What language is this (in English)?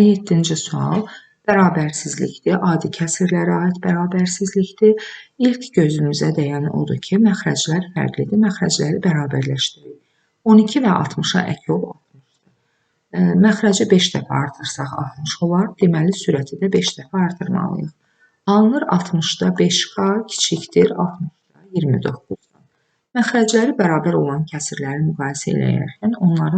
Azerbaijani